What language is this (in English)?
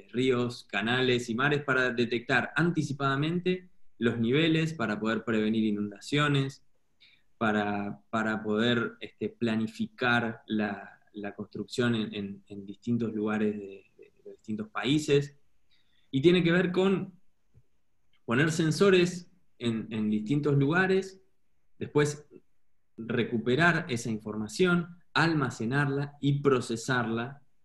Spanish